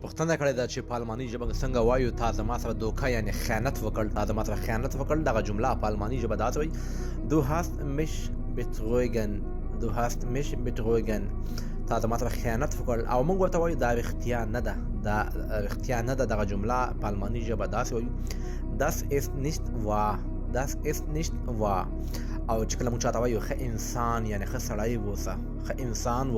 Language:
Pashto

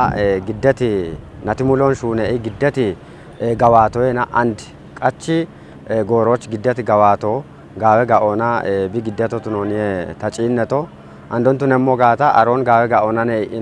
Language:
Kafa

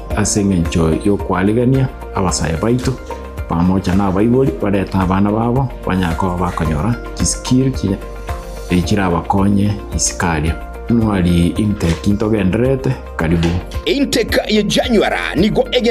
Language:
Gusii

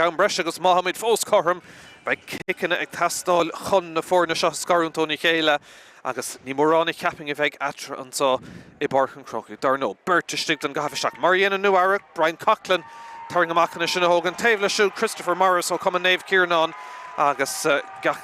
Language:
Irish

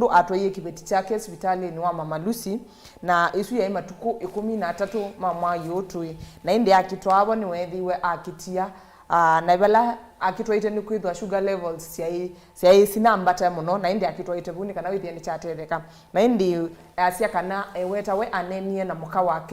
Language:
Kamba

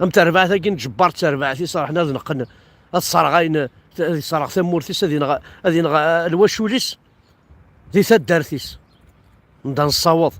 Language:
Kabyle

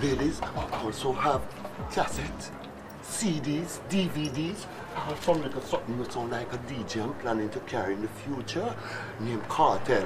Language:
Jamaican Creole English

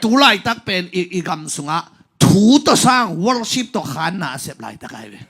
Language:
Tedim Chin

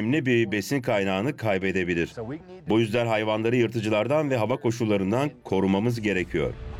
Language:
Turkish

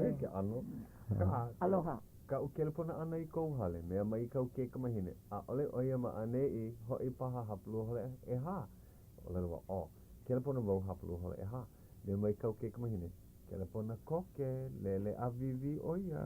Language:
Hawaiian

